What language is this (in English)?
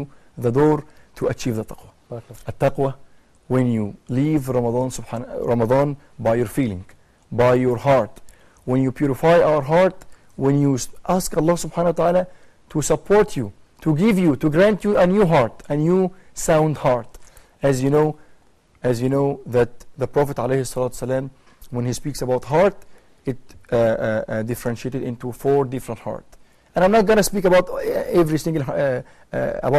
English